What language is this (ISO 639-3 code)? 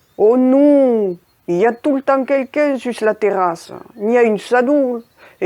oci